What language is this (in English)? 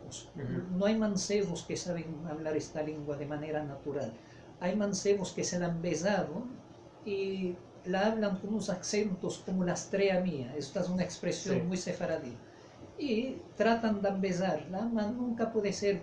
Ladino